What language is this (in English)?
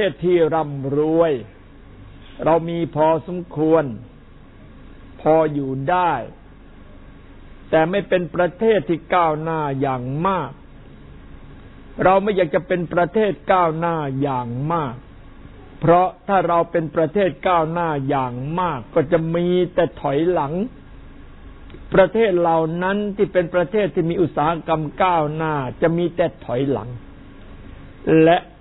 Thai